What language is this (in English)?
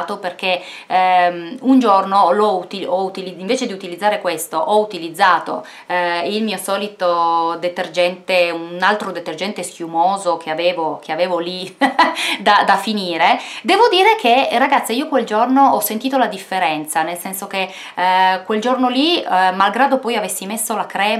Italian